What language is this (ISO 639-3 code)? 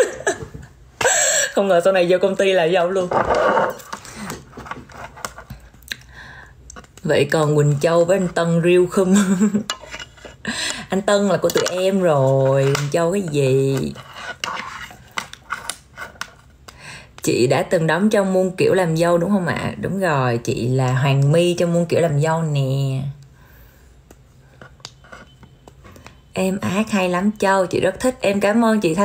vie